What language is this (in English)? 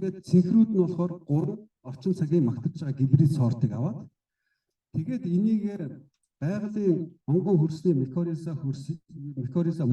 Mongolian